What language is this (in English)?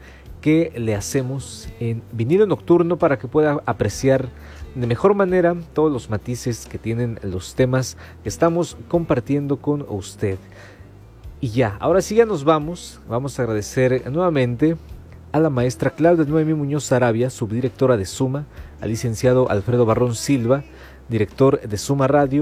Spanish